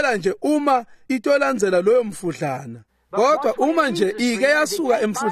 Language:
Swati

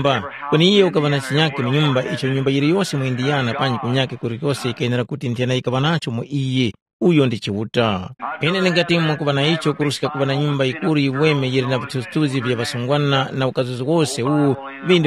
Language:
Tumbuka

